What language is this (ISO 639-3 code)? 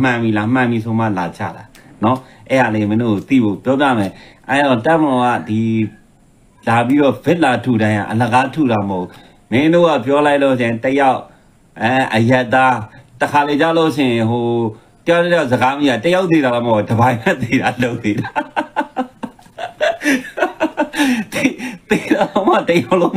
mya